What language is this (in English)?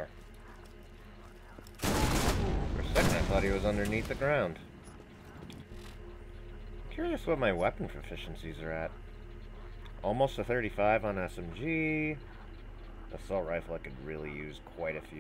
English